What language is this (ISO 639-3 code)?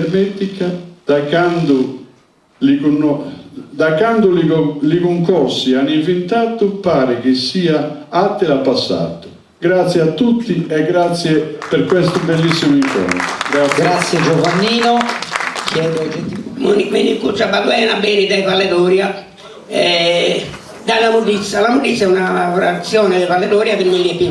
srd